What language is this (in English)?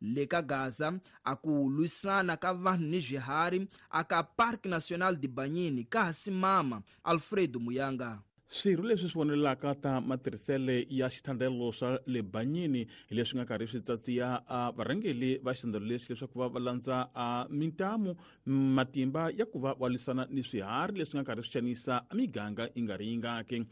Tsonga